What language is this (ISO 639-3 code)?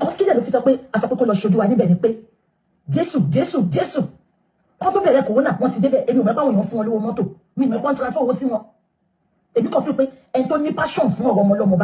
yor